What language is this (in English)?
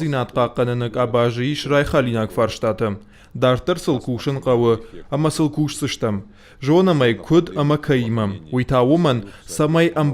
Ossetic